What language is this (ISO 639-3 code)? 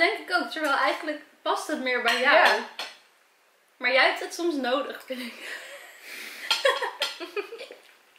nld